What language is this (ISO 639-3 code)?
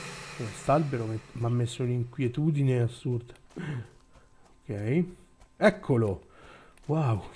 ita